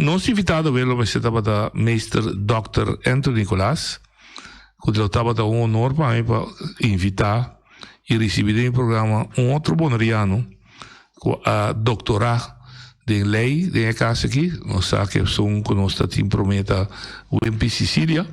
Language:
Papiamento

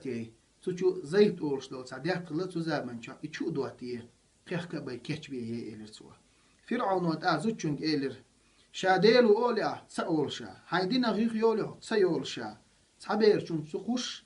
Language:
Chechen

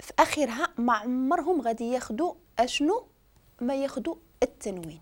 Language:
Moroccan Arabic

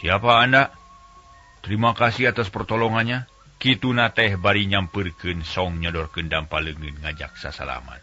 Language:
Sundanese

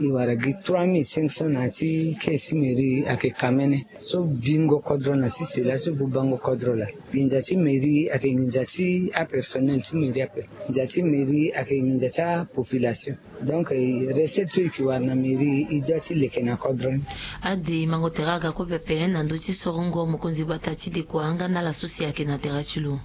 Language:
Sango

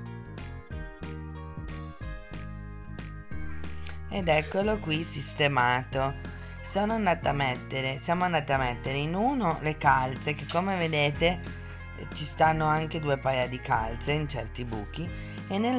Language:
Italian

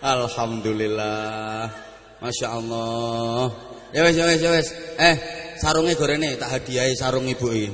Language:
Javanese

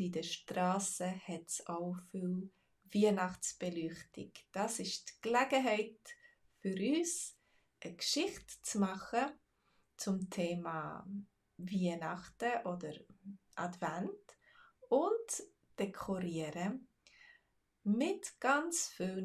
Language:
Swiss German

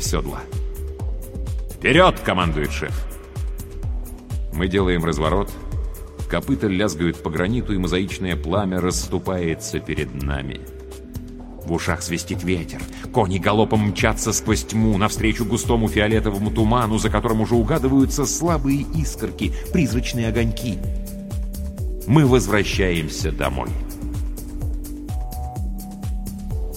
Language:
Russian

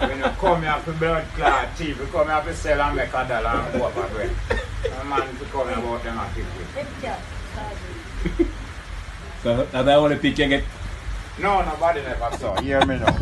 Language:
Jamaican Creole English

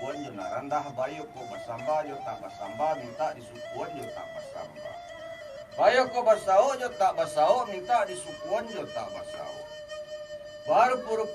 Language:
Minangkabau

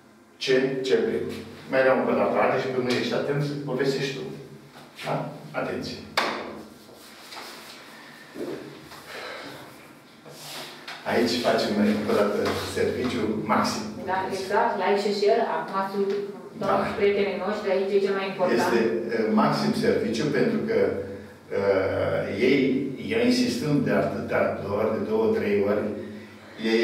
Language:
Romanian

